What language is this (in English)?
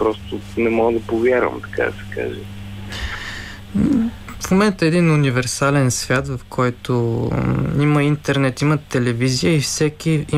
Bulgarian